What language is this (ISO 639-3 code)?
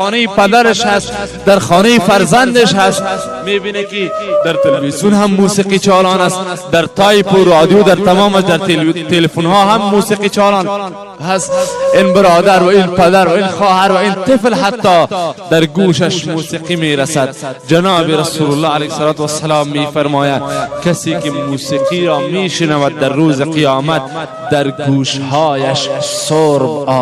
fas